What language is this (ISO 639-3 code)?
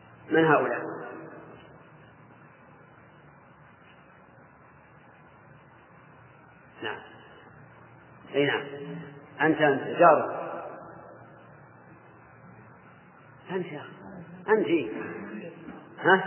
ara